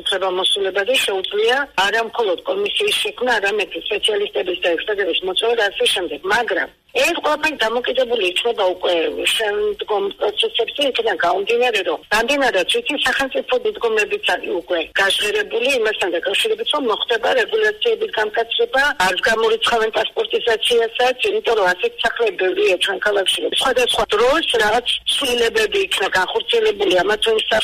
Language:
Georgian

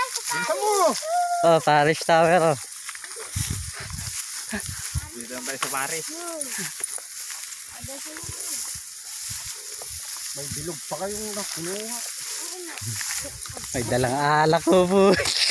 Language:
Filipino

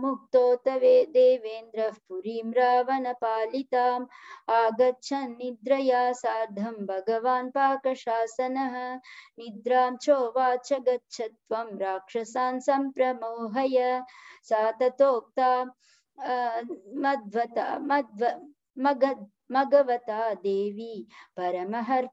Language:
Sanskrit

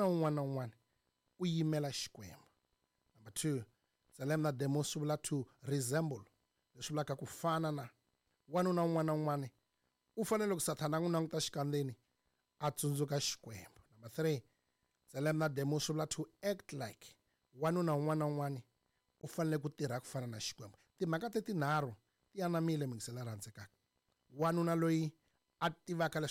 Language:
Tsonga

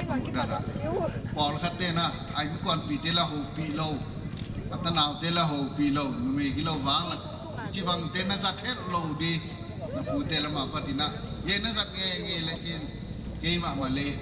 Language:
Paite Chin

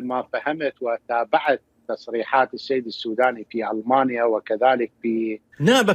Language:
Central Kurdish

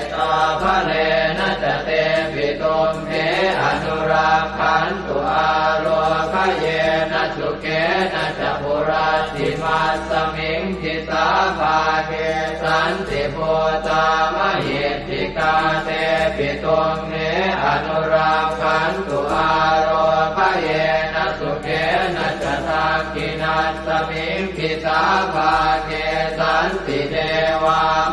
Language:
Pali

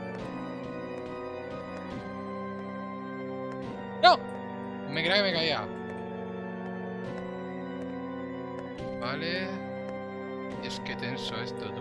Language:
Spanish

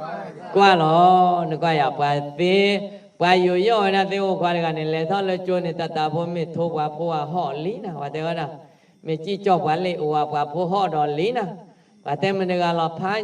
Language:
S'gaw Karen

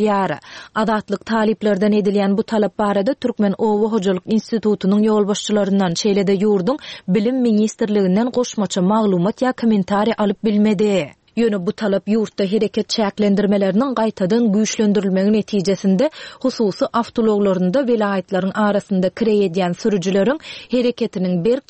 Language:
Turkmen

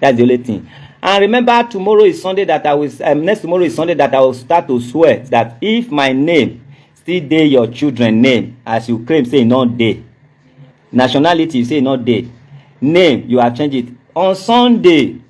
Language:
Nigerian Pidgin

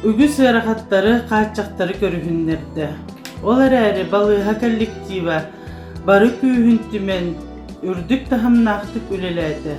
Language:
Yakut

